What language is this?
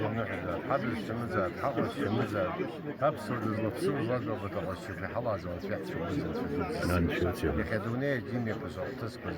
Abkhazian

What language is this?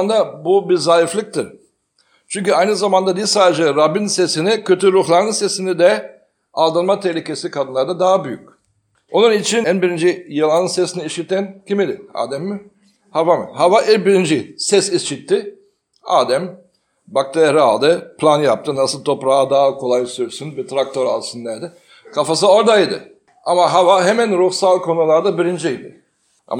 Turkish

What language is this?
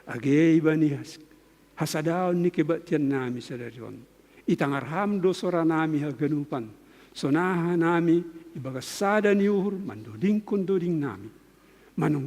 Batak Simalungun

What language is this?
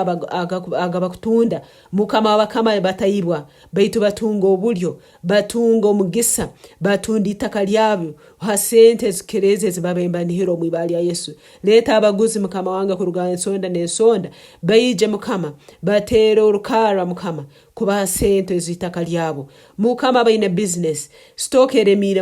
Nyankole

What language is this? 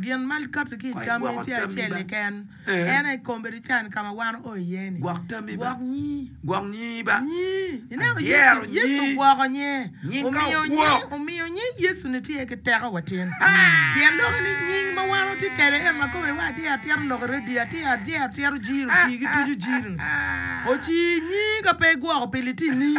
Acoli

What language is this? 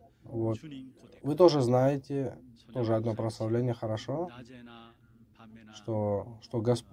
Russian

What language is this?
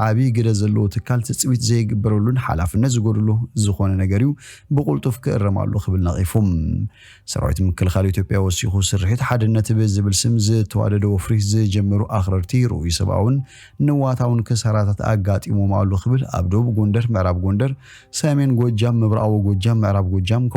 Tigrinya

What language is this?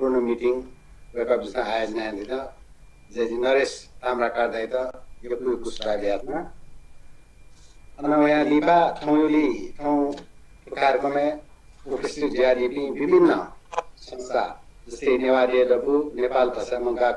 Newari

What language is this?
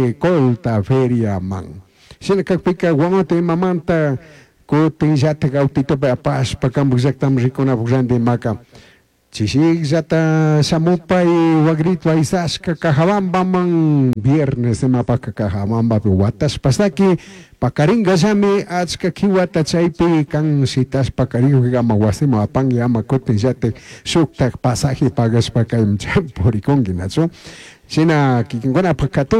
Chimborazo Highland Quichua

